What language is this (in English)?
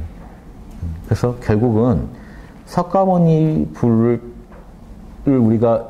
Korean